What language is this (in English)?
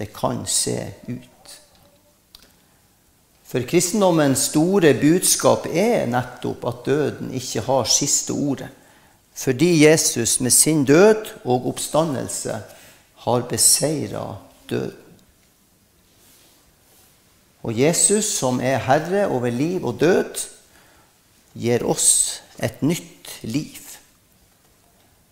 Norwegian